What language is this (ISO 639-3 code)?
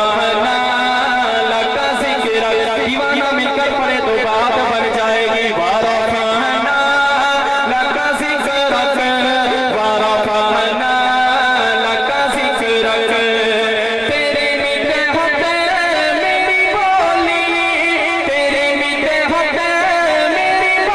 skr